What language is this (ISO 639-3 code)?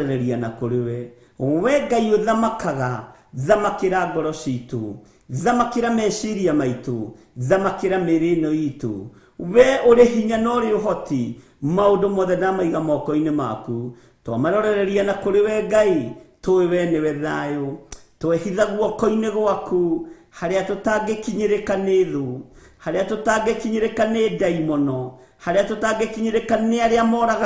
kik